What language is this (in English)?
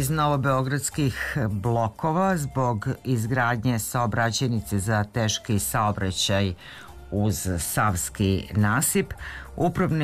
Serbian